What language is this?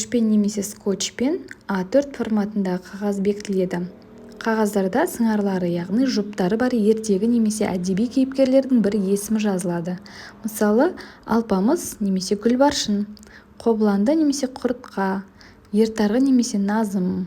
Kazakh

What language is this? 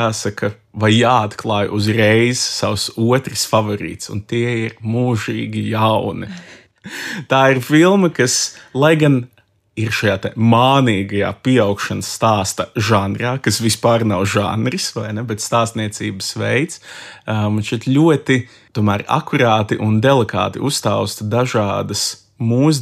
Latvian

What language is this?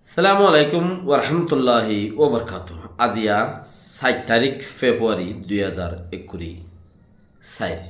Rohingya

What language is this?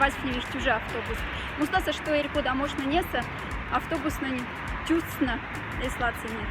Moksha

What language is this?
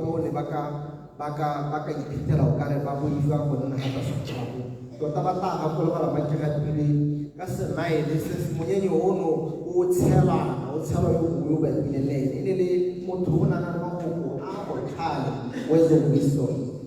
Tswana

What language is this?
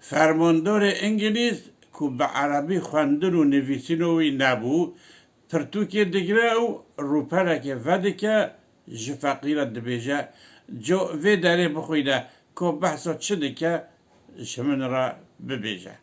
Kurdish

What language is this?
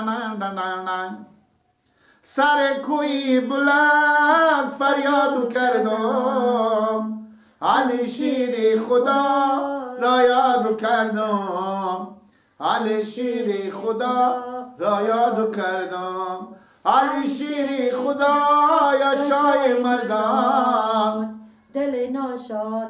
Persian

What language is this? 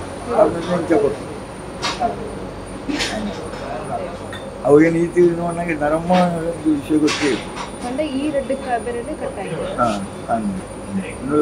Kannada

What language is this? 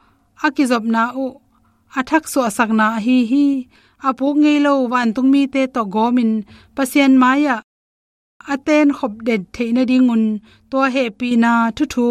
Tedim Chin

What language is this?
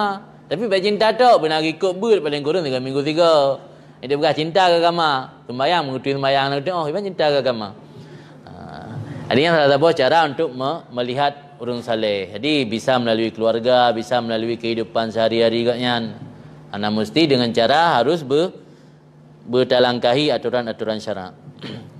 Achinese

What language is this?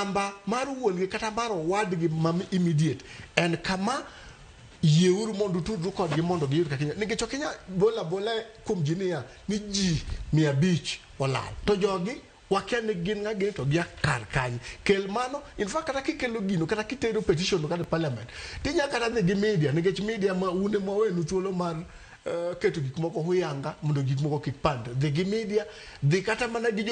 Luo (Kenya and Tanzania)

